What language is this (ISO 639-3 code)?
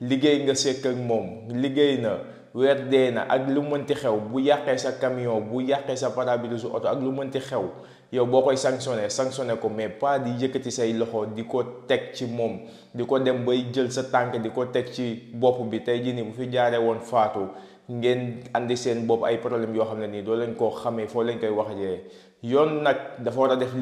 wol